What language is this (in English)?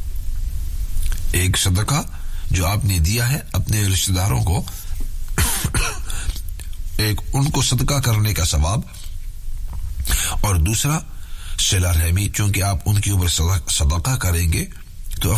Urdu